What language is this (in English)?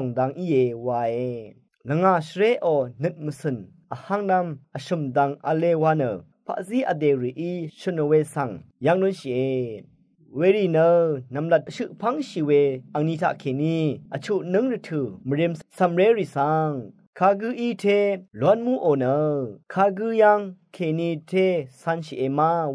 Rawang